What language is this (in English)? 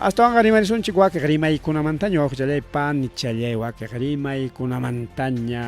Ayacucho Quechua